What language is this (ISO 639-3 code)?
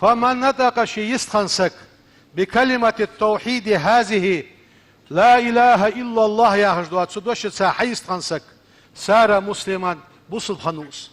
inh